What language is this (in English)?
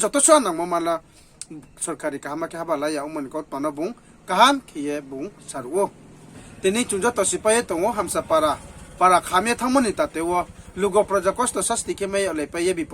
Riang (India)